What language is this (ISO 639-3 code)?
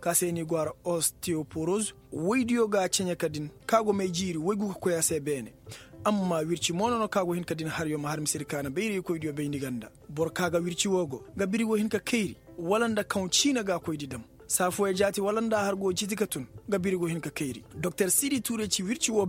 ses